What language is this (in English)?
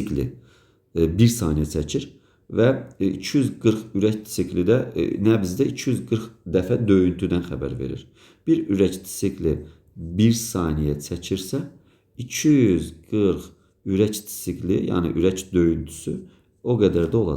Azerbaijani